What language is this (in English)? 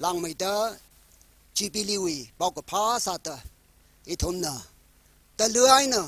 Tangkhul Naga (India)